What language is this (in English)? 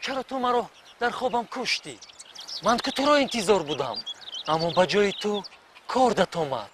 Tajik